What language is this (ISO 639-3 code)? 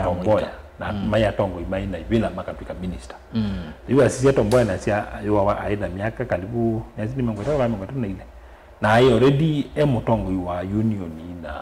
kam